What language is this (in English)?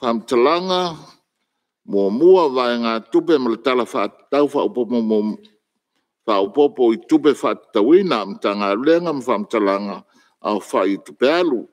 Samoan